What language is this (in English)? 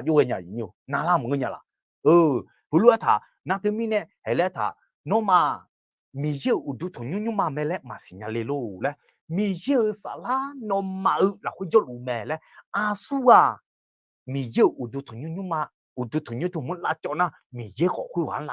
Akha